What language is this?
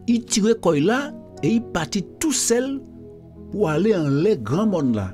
Guadeloupean Creole French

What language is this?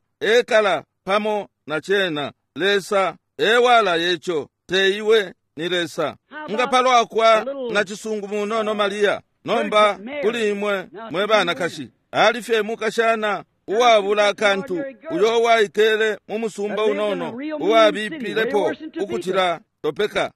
Bemba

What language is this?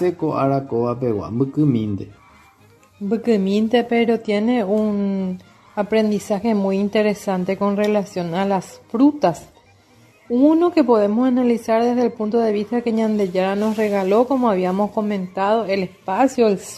Guarani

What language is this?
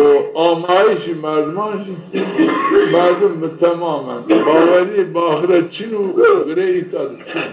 Zaza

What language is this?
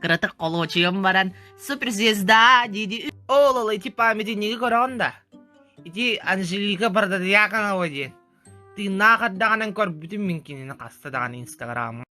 Yakut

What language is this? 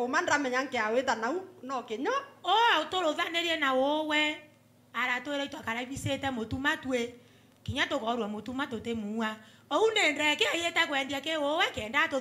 Meru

